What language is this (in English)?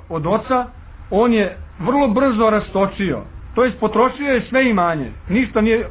Serbian